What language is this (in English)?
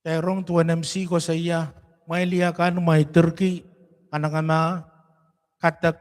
Pohnpeian